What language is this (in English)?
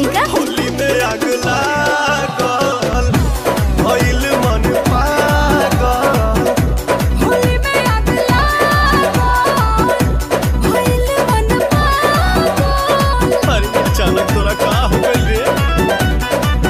Bhojpuri